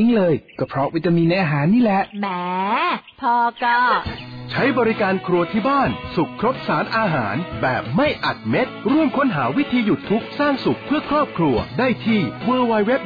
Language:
Thai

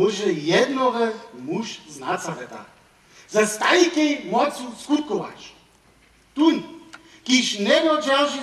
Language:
Upper Sorbian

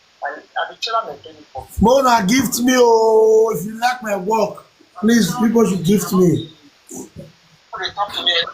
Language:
Nigerian Pidgin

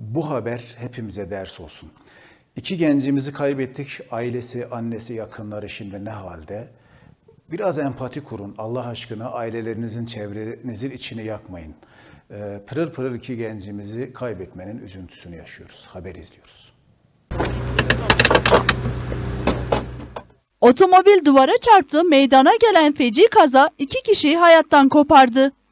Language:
Turkish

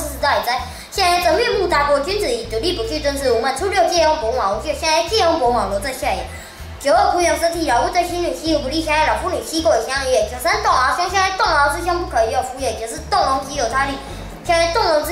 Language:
Literary Chinese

